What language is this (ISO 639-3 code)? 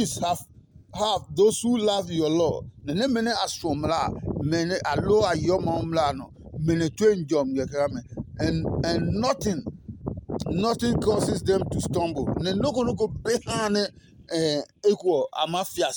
ada